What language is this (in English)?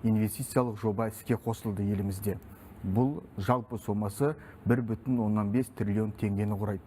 Kazakh